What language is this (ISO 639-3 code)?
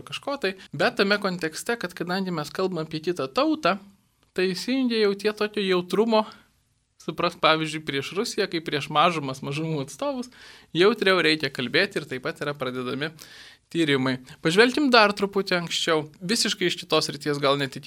lit